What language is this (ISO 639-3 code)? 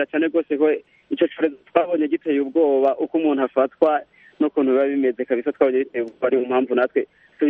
kin